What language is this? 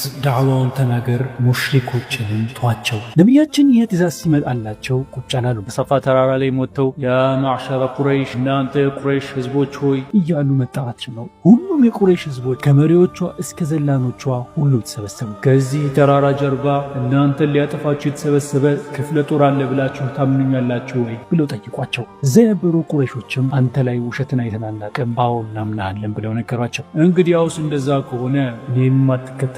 Amharic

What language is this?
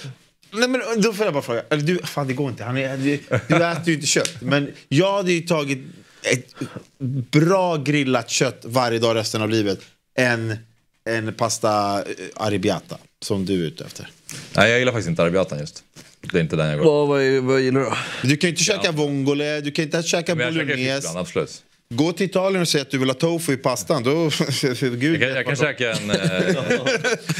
Swedish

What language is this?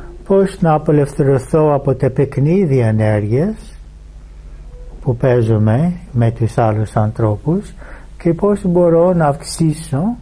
Greek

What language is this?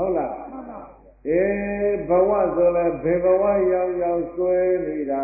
Burmese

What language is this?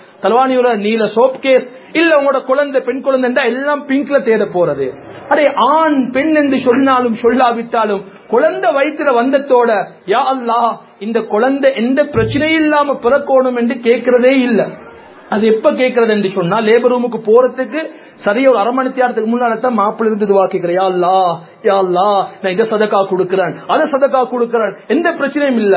Tamil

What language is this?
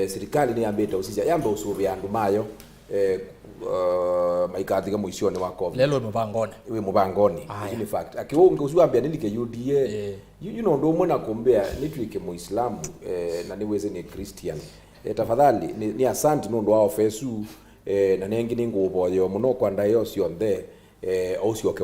Kamba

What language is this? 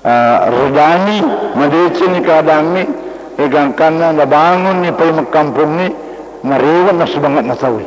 Buginese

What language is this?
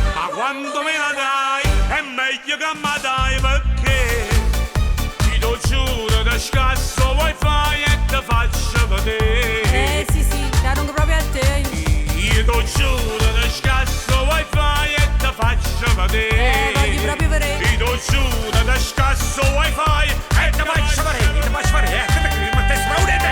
Neapolitan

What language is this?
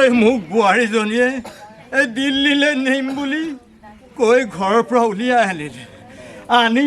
Assamese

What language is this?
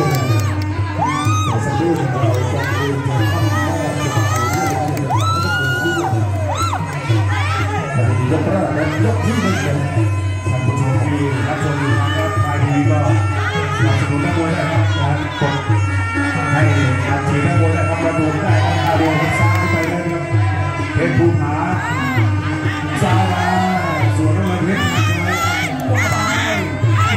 Thai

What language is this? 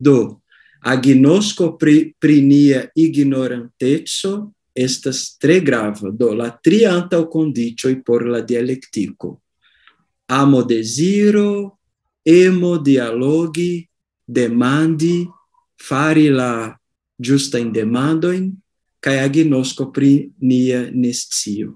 Esperanto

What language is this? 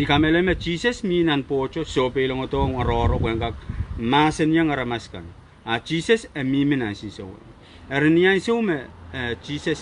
Pohnpeian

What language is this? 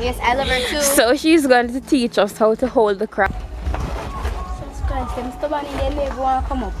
Jamaican Creole English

